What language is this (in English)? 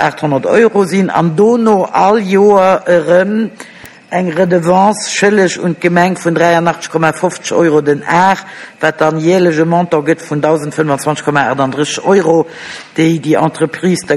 Luxembourgish